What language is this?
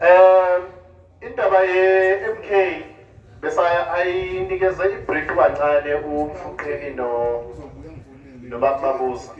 Zulu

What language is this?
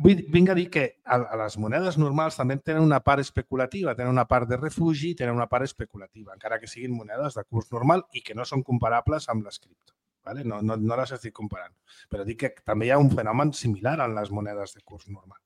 Catalan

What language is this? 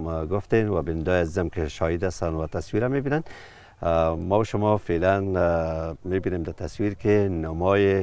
Persian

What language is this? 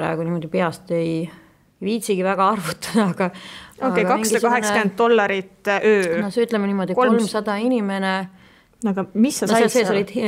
Estonian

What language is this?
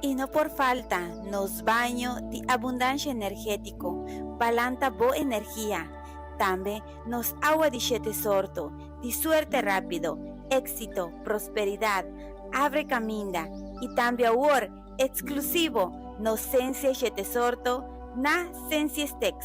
Papiamento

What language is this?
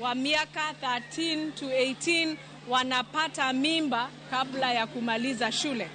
Luo (Kenya and Tanzania)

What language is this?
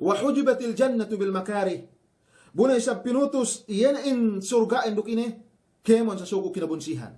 Yakan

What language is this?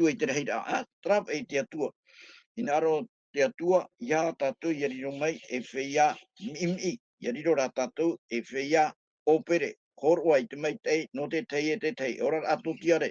Tahitian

